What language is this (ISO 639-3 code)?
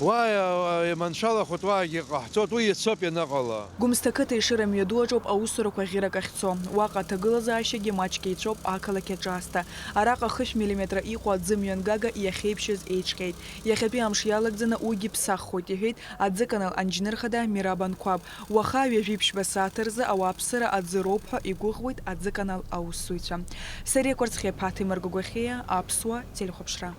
abk